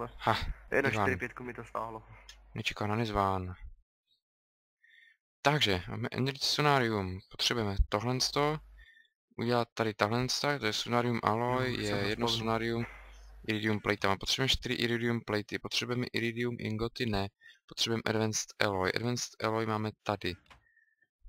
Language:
Czech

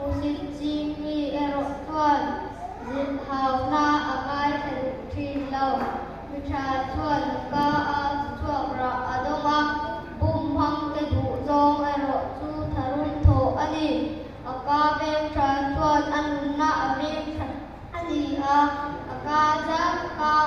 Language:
Mizo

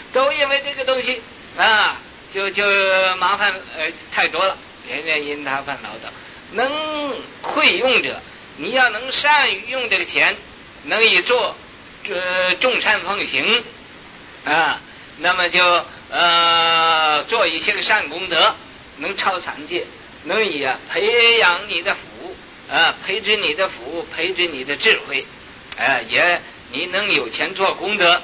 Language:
Chinese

